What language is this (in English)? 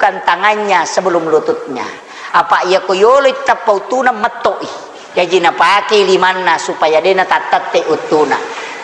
Buginese